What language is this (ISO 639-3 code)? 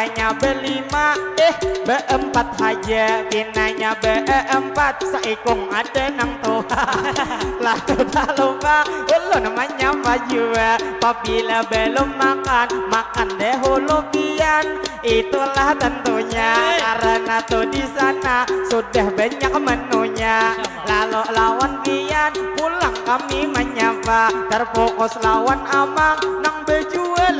bjn